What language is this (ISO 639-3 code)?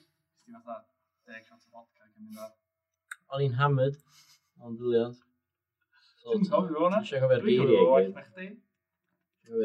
cym